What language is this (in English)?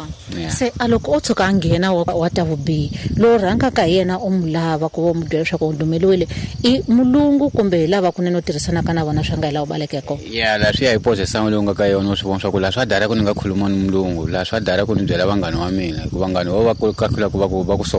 Tsonga